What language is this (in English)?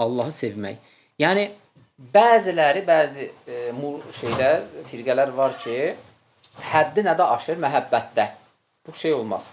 Azerbaijani